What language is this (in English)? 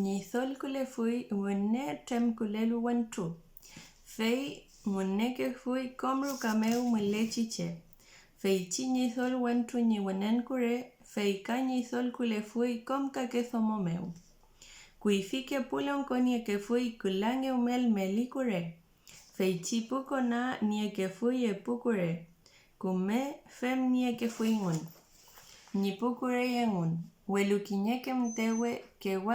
Mapuche